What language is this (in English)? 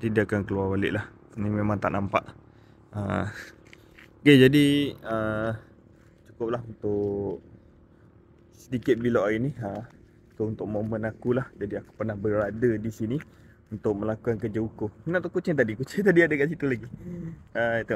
Malay